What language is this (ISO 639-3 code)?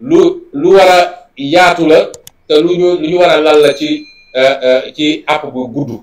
wol